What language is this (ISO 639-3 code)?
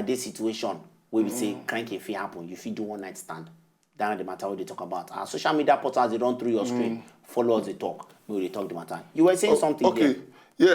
pcm